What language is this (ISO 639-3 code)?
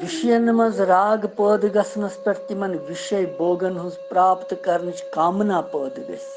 kas